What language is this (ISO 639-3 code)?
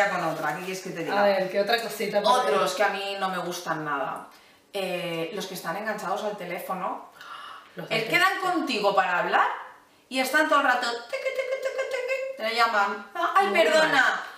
spa